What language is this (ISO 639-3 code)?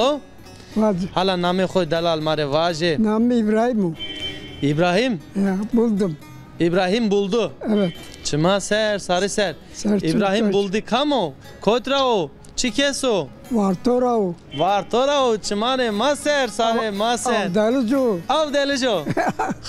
zza